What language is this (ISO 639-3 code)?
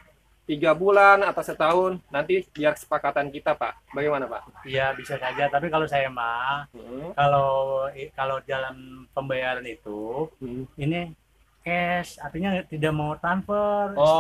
bew